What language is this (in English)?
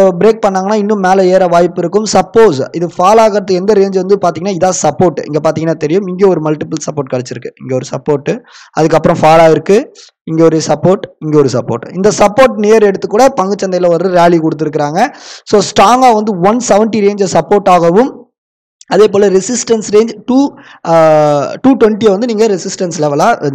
Tamil